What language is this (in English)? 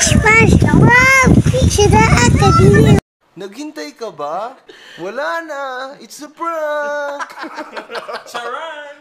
Cebuano